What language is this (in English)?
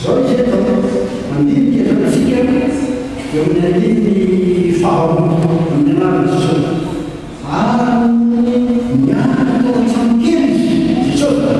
Malagasy